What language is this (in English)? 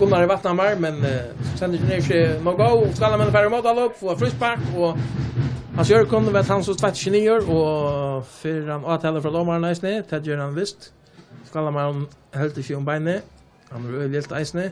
Faroese